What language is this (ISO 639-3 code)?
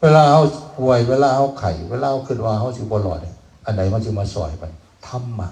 tts